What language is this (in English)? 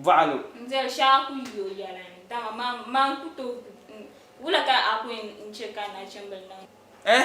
Dagbani